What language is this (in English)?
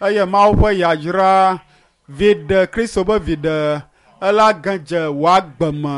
Ewe